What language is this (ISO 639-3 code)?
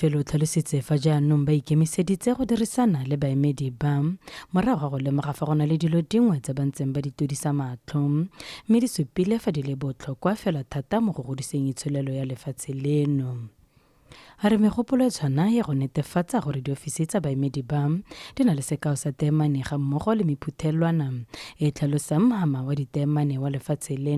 tsn